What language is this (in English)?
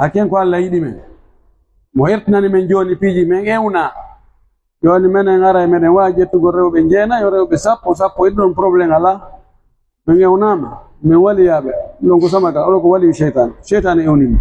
Pular